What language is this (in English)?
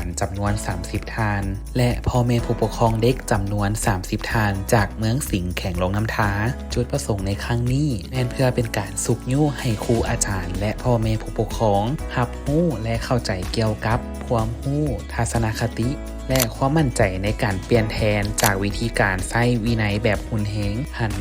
Lao